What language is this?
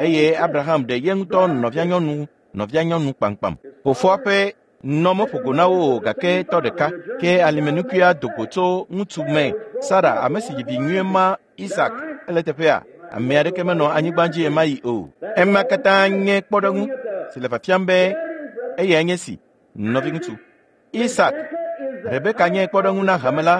Ewe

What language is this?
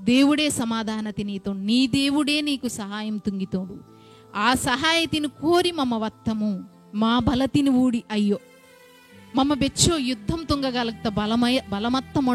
Koya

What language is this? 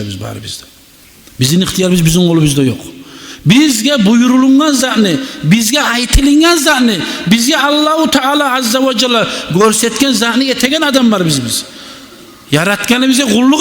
Kumyk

